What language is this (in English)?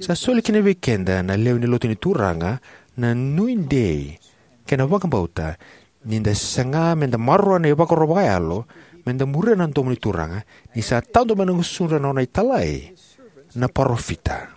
Fijian